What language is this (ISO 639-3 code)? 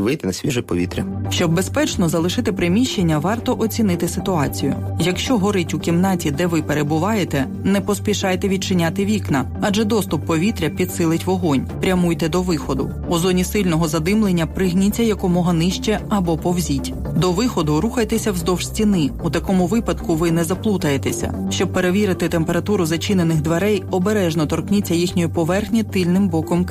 ukr